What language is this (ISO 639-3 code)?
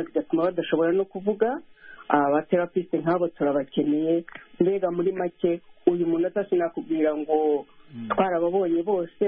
kin